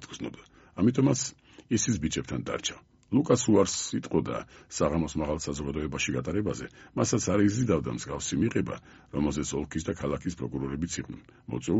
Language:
Georgian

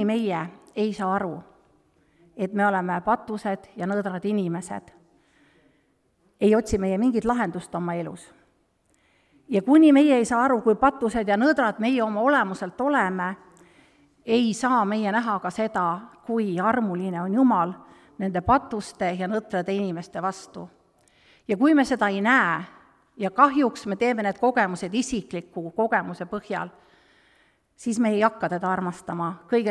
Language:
Estonian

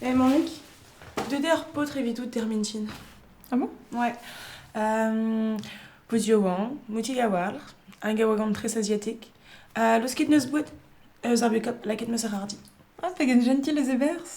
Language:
Breton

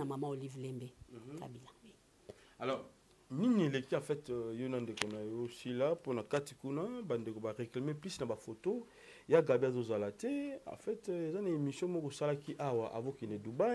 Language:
Lingala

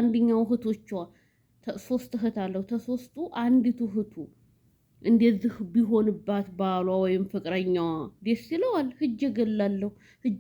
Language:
Amharic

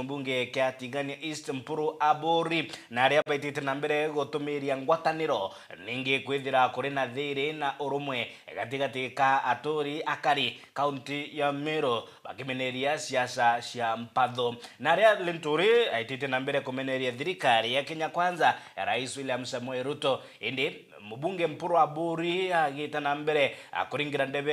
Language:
Meru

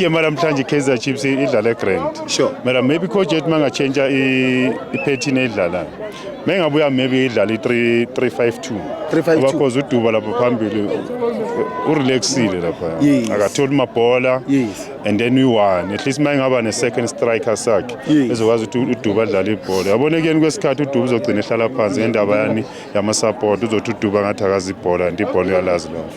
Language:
Zulu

